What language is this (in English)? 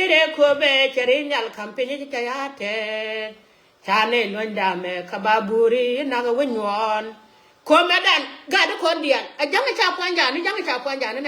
Nuer